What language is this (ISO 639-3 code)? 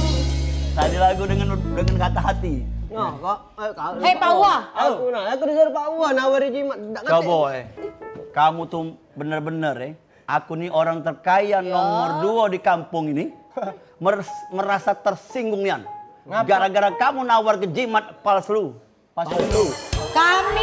mui